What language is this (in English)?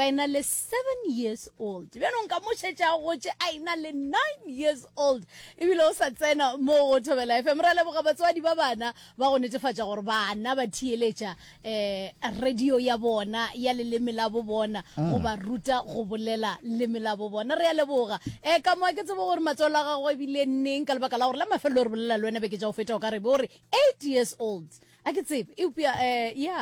Northern Sotho